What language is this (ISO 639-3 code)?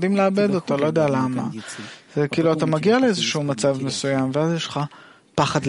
heb